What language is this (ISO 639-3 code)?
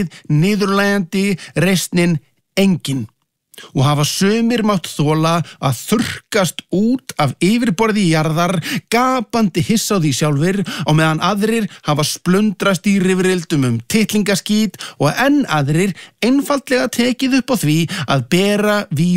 isl